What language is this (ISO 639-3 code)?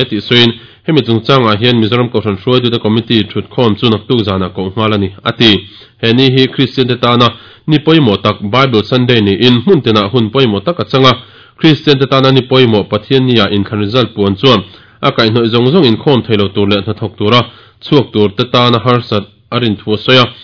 lus